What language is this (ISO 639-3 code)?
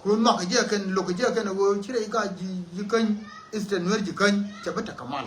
nus